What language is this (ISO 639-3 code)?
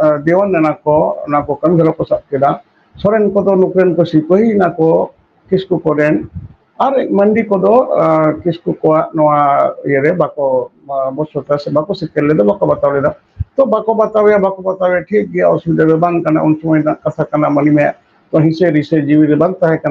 sat